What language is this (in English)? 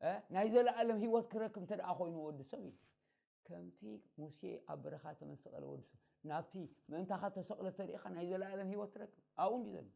Tigrinya